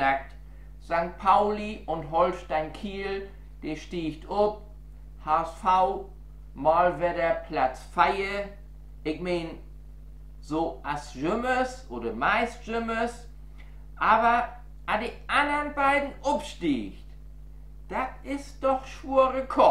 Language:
Low German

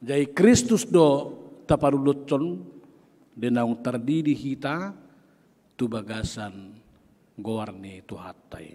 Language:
Batak Toba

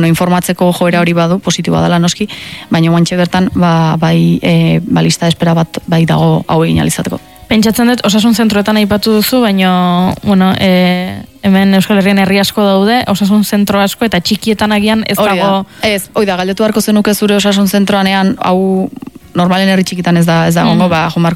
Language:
Basque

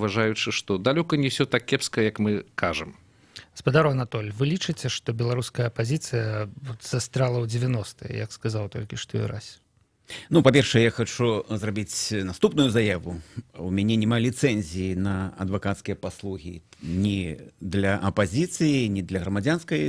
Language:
Belarusian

